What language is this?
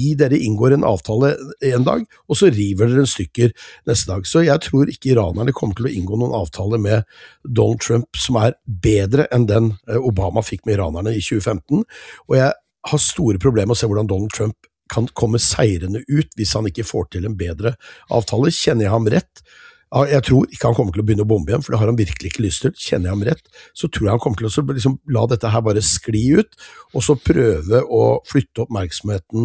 Norwegian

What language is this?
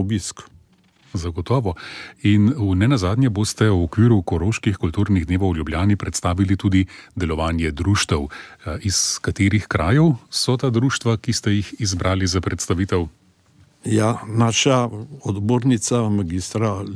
Slovenian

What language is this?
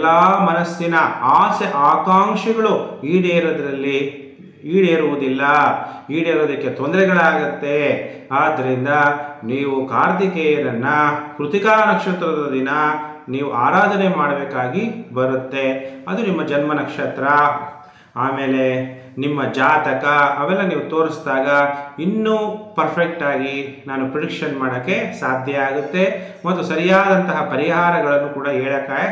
Kannada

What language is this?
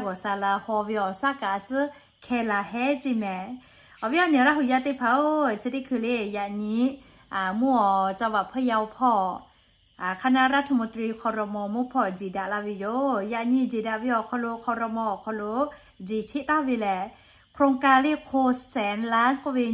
Lahu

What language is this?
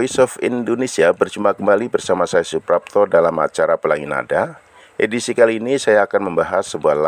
Indonesian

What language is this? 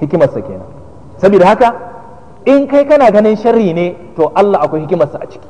Hausa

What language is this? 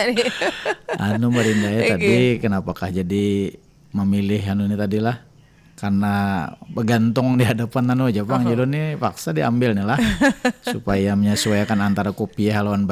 Banjar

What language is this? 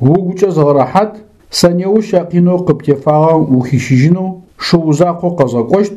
Adyghe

